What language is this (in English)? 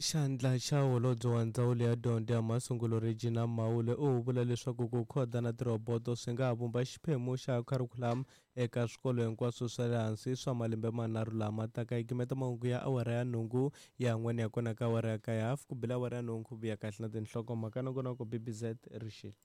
Tsonga